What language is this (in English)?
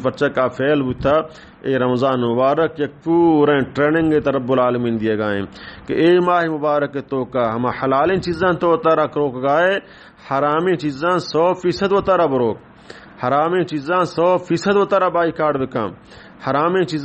Baluchi